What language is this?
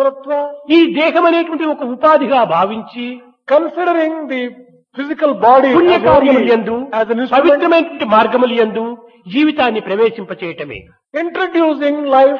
Telugu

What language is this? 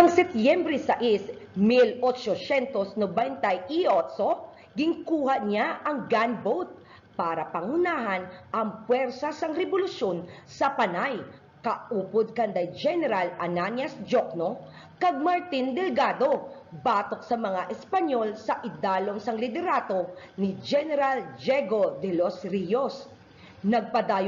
Hiligaynon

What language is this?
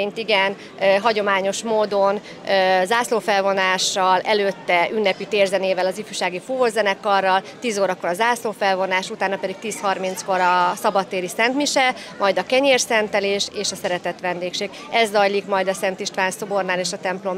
Hungarian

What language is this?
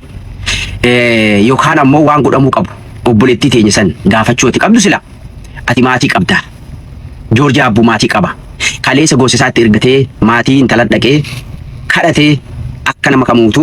Oromo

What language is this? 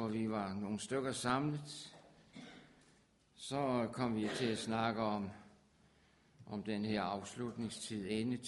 Danish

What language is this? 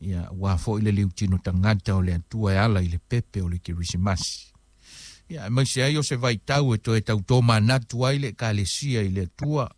Samoan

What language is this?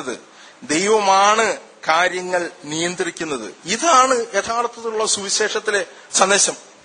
Malayalam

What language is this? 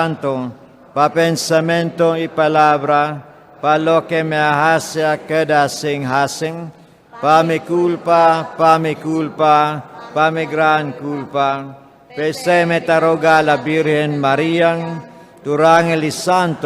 Papiamento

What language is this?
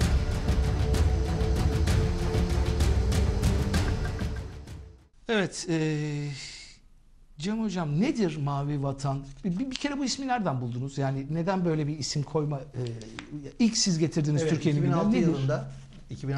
Turkish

